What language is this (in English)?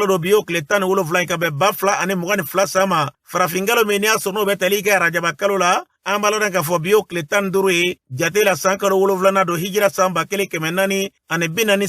Bambara